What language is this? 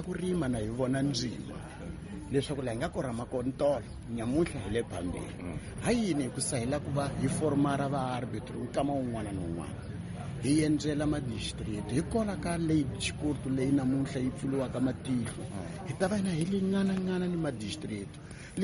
Tsonga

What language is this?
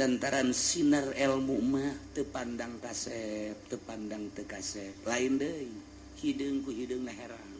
Sundanese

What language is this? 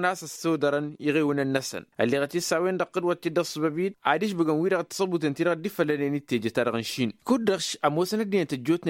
Tamasheq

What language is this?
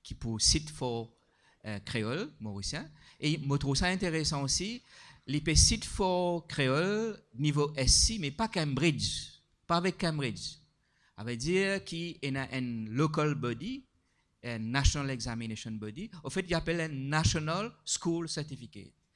Morisyen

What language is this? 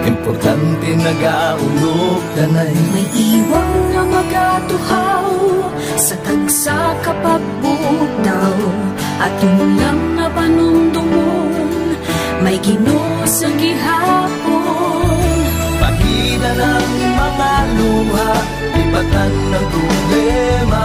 Hiligaynon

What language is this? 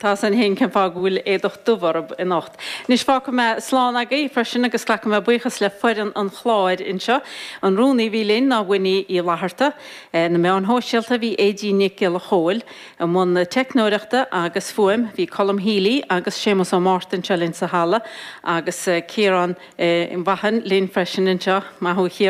Irish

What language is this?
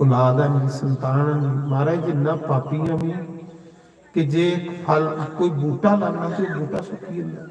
Dogri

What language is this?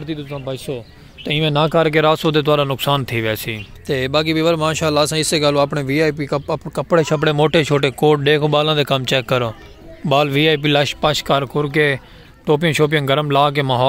Saraiki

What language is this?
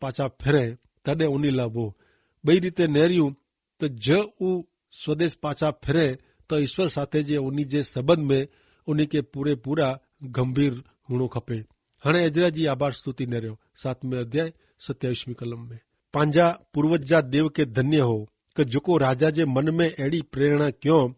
Kachhi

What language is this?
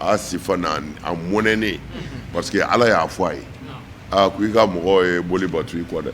Bambara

